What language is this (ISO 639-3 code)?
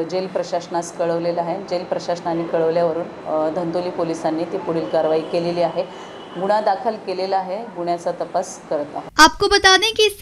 mar